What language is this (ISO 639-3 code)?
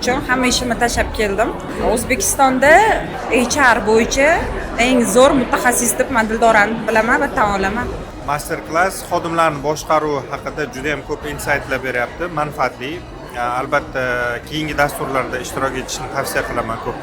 uzb